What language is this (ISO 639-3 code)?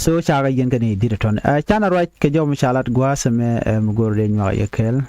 nus